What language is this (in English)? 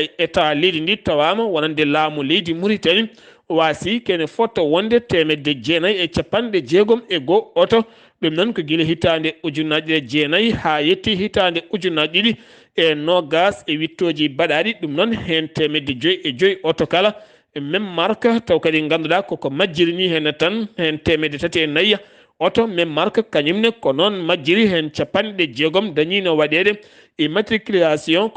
Fula